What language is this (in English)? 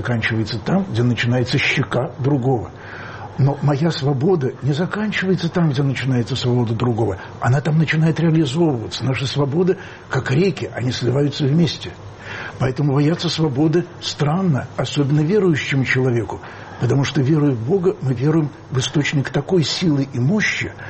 Russian